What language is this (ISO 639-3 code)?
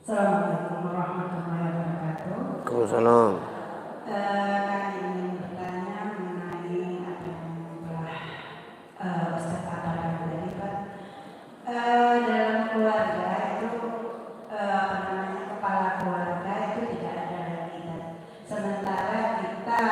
mui